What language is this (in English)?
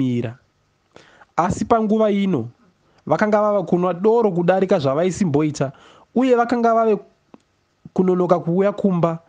Shona